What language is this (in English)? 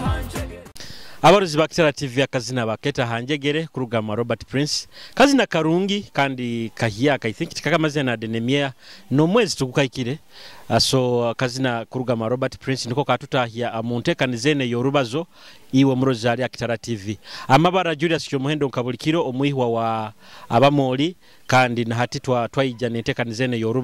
Nyoro